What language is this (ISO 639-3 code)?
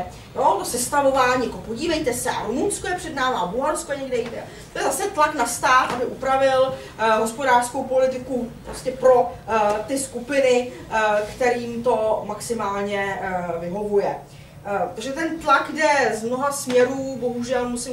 ces